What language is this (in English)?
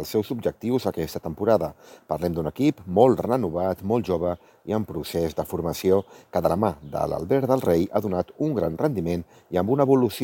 Catalan